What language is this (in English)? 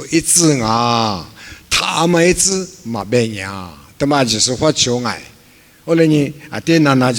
Lisu